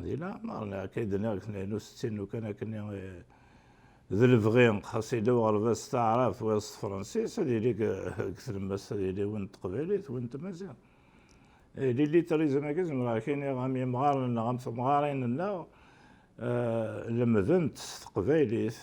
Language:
Kabyle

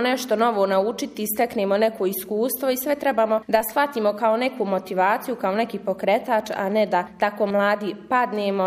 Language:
Bosnian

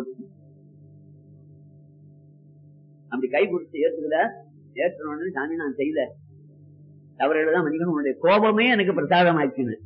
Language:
Tamil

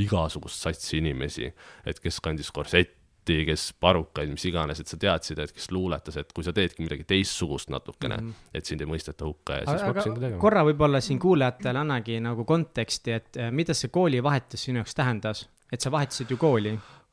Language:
Estonian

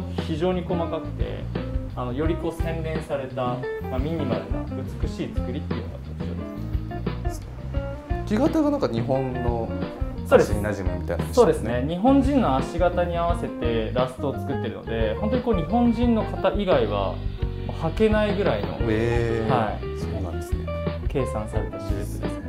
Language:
Japanese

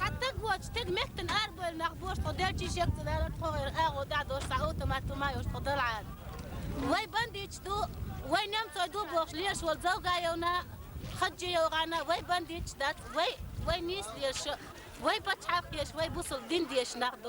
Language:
Chechen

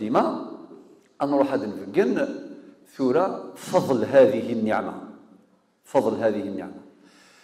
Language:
Kabyle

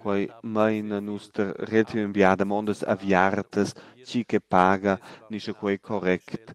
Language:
Romansh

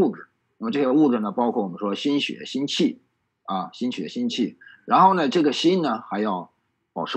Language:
Chinese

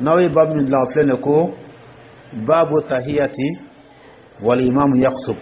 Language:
Dyula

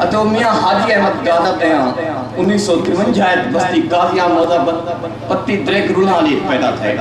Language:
Saraiki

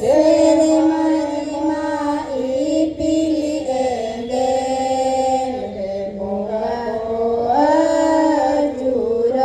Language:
Santali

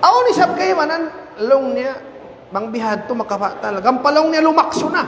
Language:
Tausug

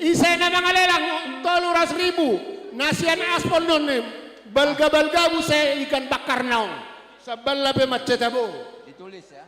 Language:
Batak Toba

